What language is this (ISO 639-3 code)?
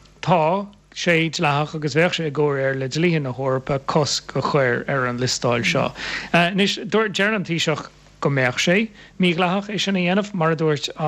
gle